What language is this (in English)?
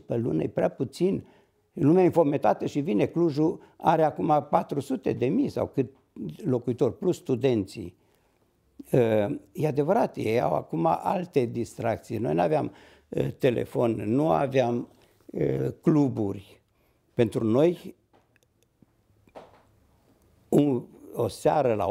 Romanian